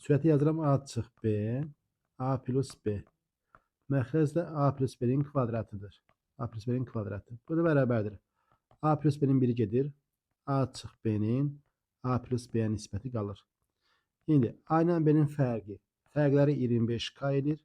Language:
Azerbaijani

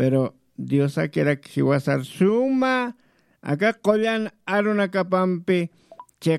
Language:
Aymara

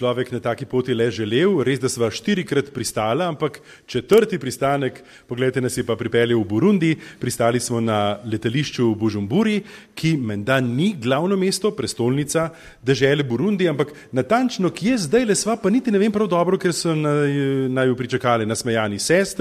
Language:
Slovenian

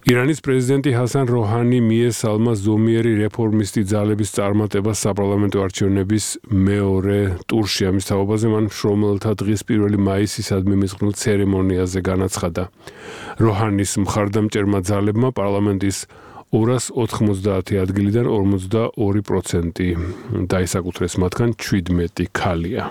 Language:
Georgian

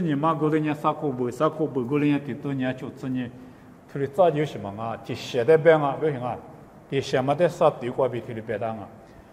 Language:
Lisu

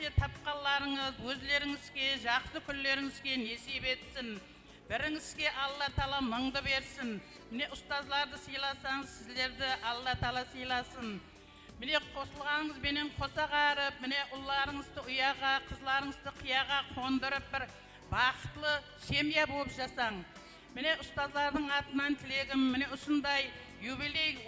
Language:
Kara-Kalpak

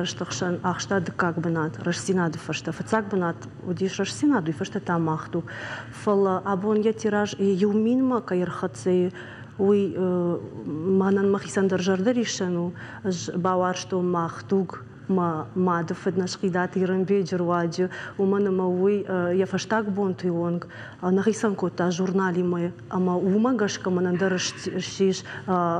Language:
Ossetic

